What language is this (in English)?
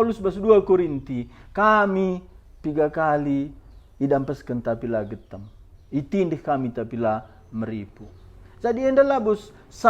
Batak Karo